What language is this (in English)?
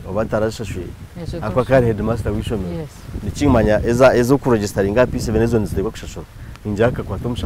Nyankole